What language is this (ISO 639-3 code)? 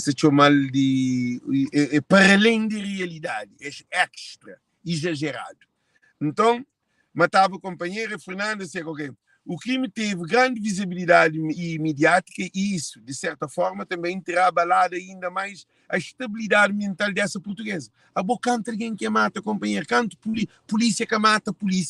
kea